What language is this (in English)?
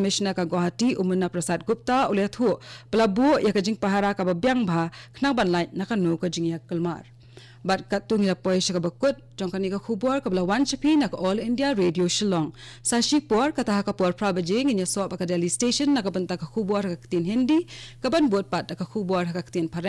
Khasi